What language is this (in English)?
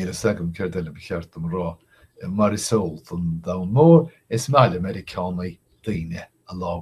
Irish